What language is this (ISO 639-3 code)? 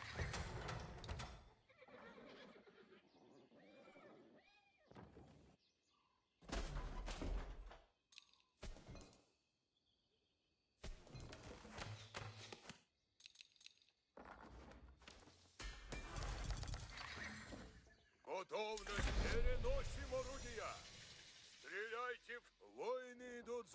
rus